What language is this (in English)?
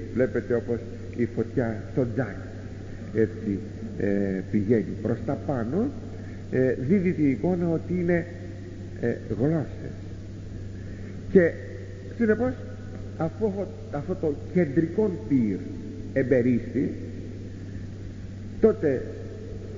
Greek